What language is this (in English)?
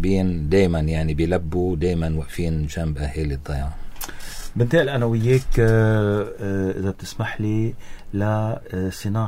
North Levantine Arabic